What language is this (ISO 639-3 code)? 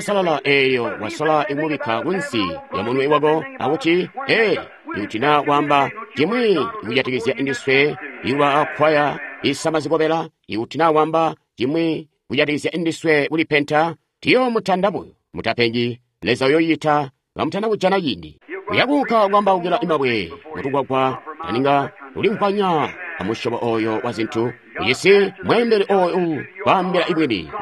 toi